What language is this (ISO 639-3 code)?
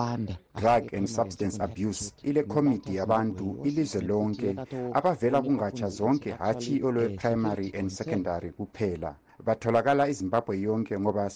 nde